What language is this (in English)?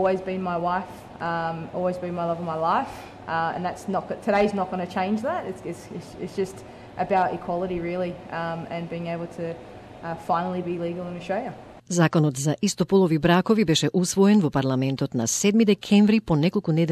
Macedonian